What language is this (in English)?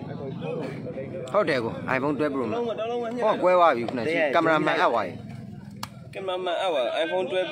Burmese